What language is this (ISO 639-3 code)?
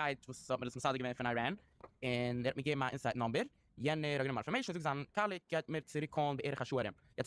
yid